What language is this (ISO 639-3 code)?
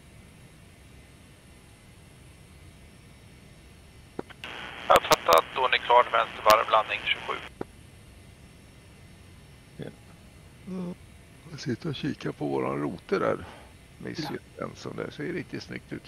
swe